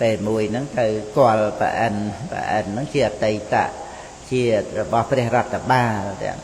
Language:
Khmer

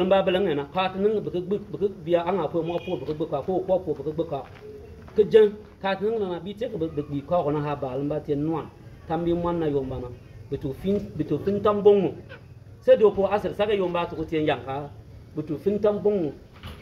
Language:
Bimoba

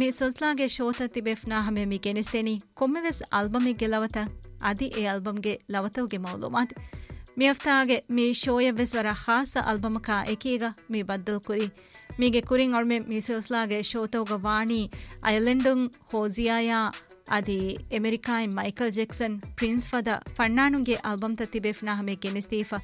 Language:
Divehi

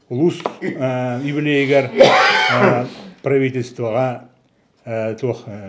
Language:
Yakut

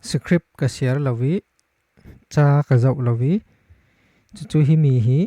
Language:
Falam Chin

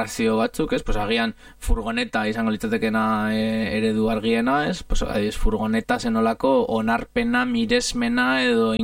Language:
Basque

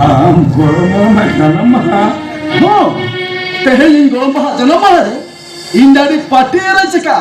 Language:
Santali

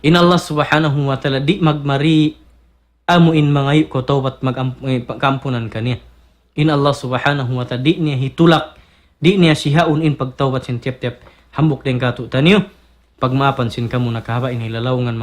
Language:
Tausug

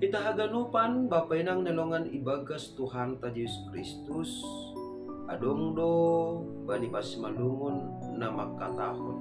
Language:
Batak Simalungun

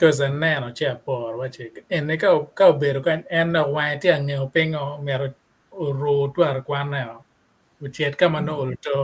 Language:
Acoli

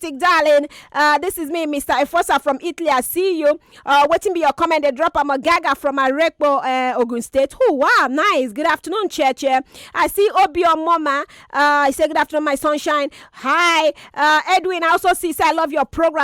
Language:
Nigerian Pidgin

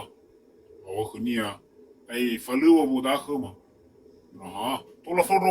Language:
Nias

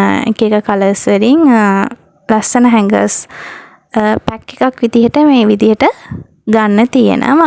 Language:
Sinhala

